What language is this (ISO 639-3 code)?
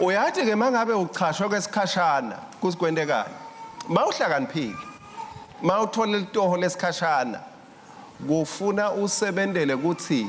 ssw